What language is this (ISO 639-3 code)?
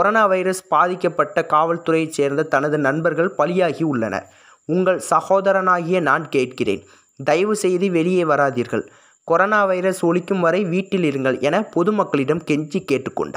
tam